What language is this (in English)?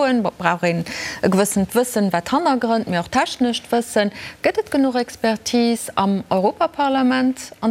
Luxembourgish